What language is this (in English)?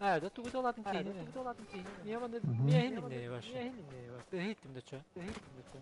Yakut